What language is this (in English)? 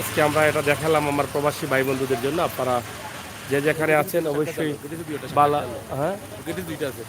Sylheti